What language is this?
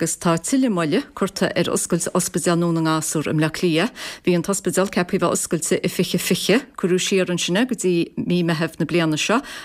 Irish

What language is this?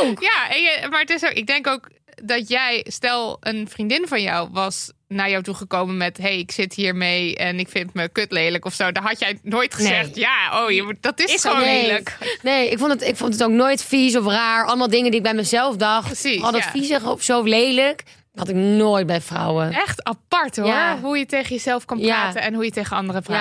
Dutch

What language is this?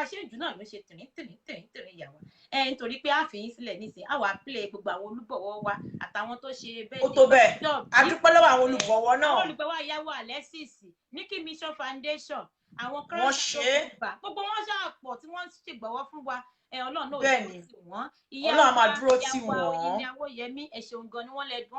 Yoruba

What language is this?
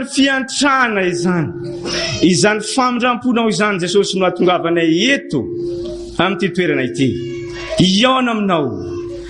Malagasy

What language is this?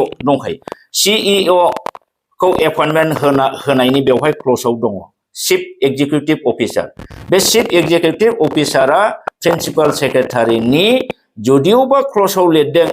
Bodo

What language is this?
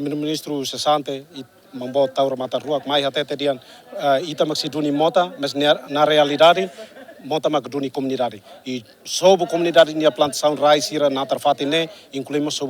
Tetum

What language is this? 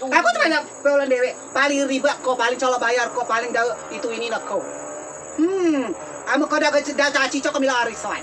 Rejang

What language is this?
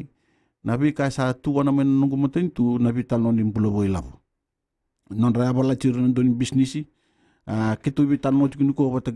Fijian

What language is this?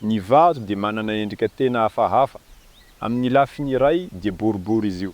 Malagasy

